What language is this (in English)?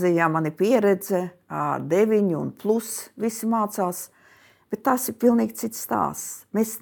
Latvian